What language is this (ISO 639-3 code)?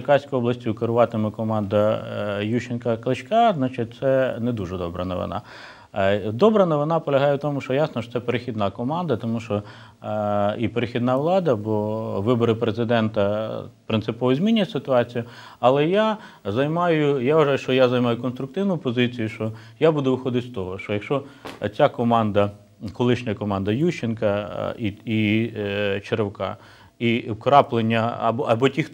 ukr